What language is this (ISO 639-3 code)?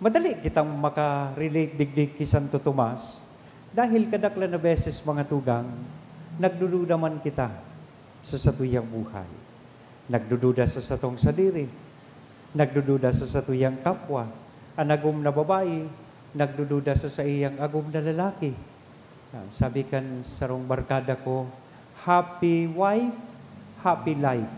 bik